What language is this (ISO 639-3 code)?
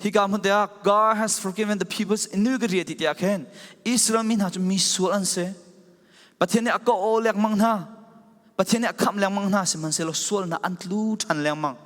cfm